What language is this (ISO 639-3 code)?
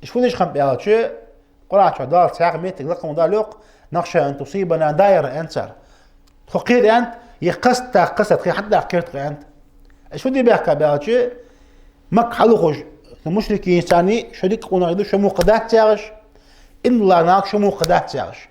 inh